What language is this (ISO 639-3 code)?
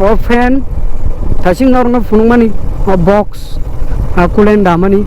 trp